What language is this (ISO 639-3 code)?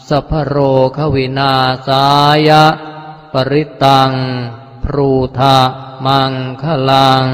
pli